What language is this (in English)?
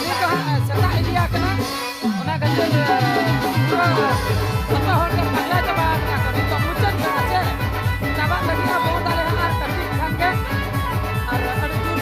Santali